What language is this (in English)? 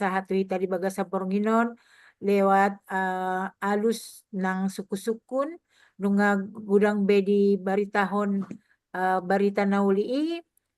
Batak Toba